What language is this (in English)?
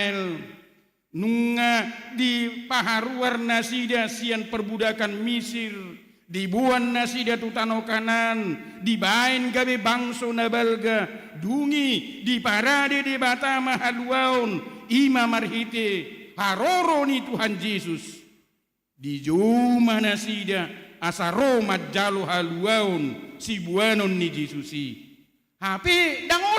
Batak Toba